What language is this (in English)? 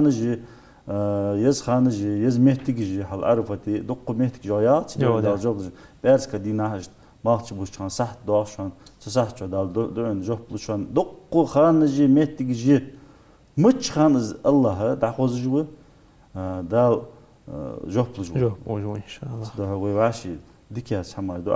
Ingush